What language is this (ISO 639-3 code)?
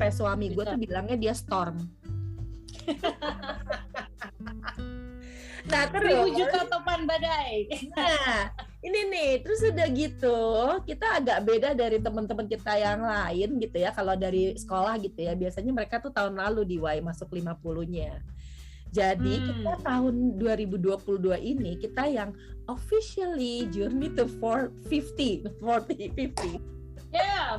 ind